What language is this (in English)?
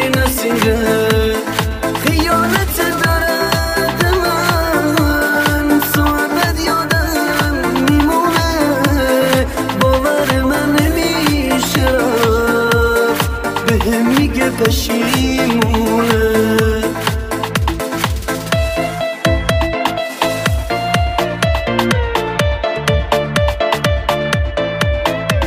Persian